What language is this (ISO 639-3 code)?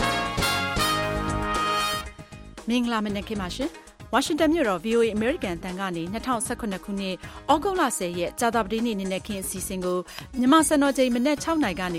mya